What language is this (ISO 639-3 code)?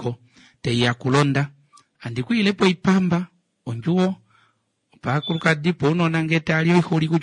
kua